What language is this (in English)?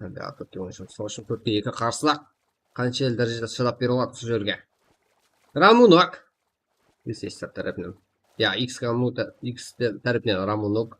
Kara-Kalpak